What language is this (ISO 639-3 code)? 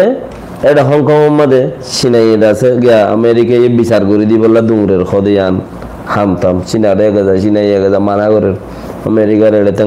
rhg